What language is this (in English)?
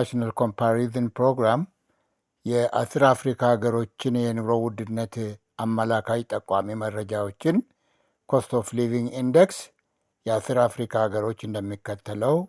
Amharic